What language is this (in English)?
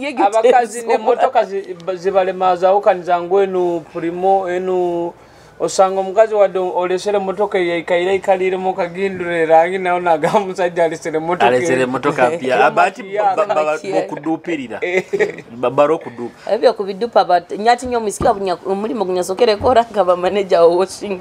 Nyoro